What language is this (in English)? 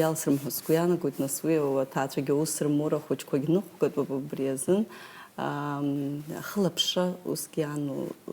Abkhazian